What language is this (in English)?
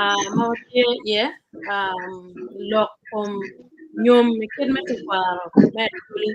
Acoli